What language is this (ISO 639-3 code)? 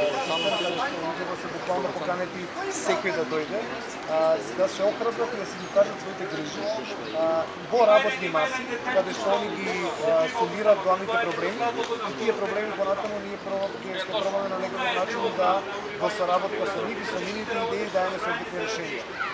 mkd